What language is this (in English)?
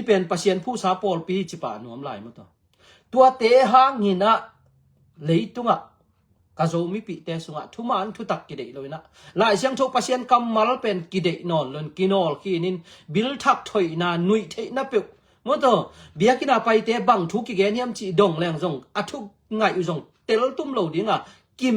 Tedim Chin